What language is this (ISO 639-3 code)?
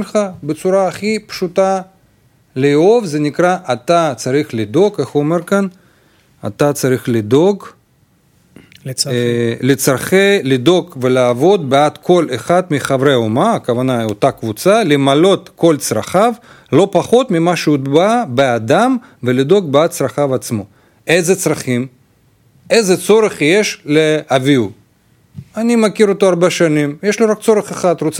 heb